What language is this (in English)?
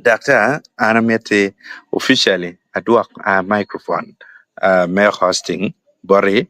Acoli